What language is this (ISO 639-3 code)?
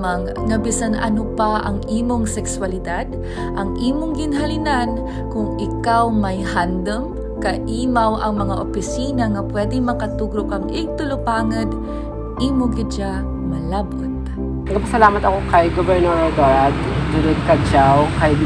krj